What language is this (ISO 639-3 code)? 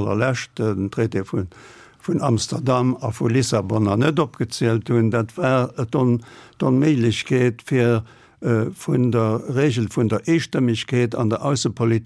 ltz